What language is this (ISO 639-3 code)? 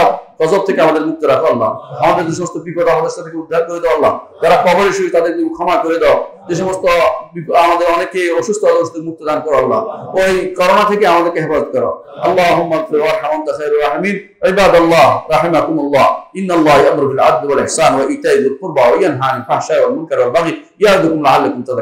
ben